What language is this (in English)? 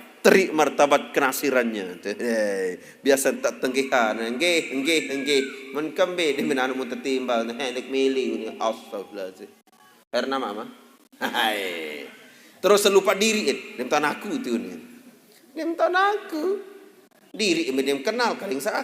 Sasak